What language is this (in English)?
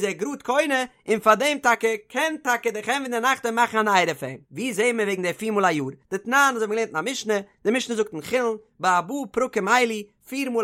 Yiddish